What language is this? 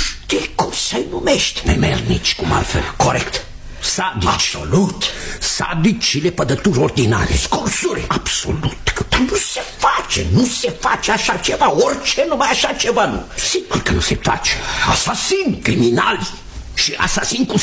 Romanian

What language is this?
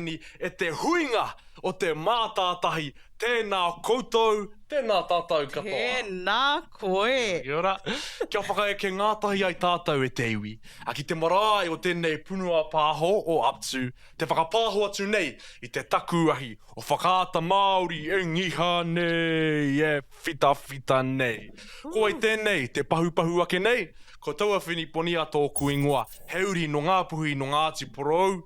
Māori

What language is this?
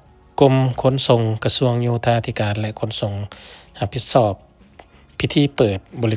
Lao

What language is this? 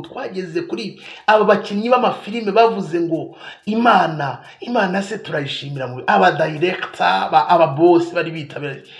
Kinyarwanda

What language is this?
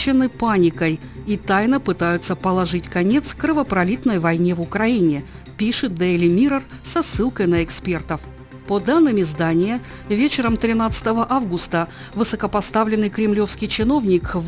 Russian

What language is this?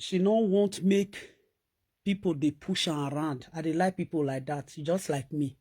Nigerian Pidgin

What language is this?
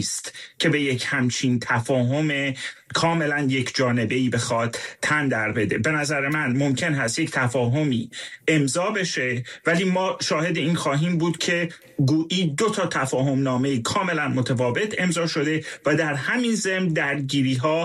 Persian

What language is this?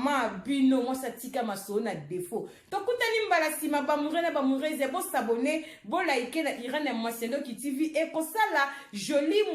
Lingala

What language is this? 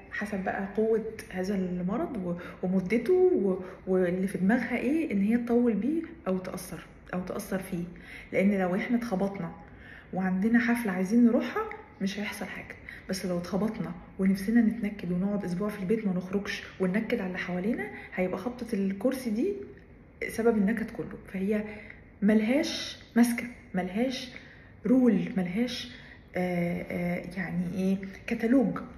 Egyptian Arabic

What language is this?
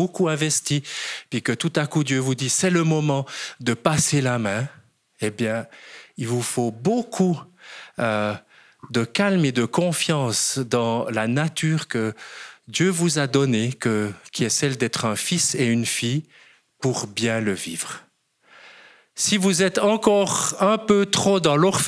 French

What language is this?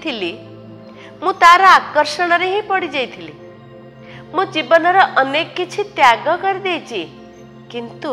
Odia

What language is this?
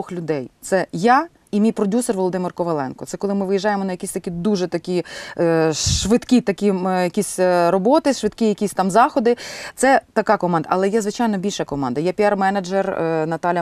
Ukrainian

